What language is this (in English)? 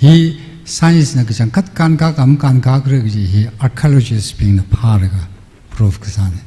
Tangkhul Naga (India)